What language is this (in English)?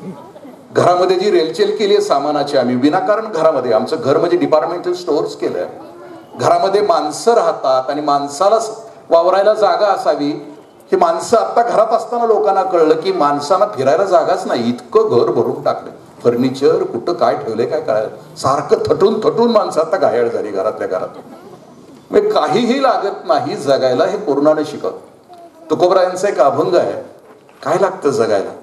Marathi